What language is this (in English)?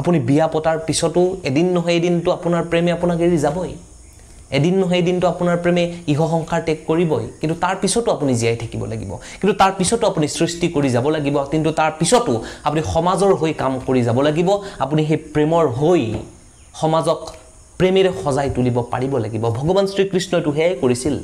Assamese